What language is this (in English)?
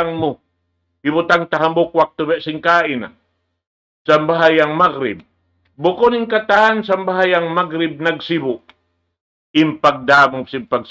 Tausug